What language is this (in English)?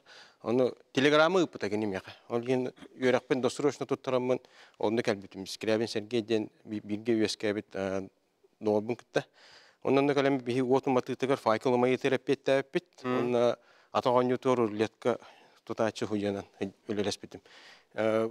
Yakut